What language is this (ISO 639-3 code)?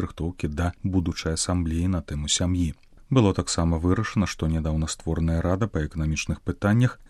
bel